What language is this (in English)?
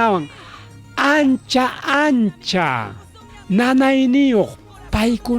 Ayacucho Quechua